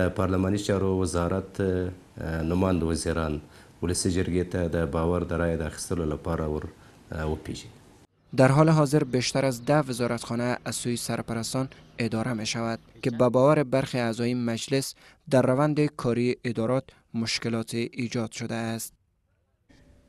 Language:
Persian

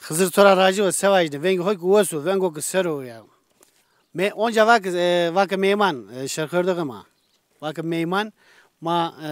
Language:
Zaza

